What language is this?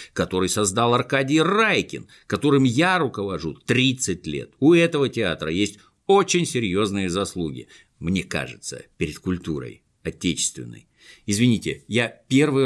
Russian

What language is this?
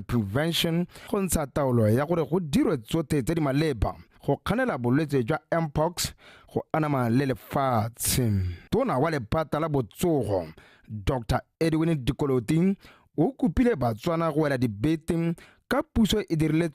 Tswana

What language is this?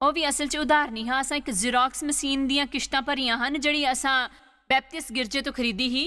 Dogri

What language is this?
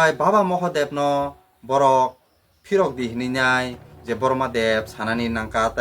Kok Borok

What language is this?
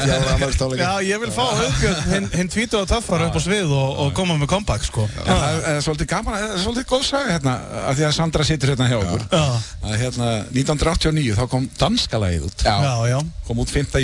Icelandic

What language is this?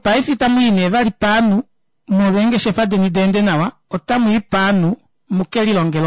Kuanyama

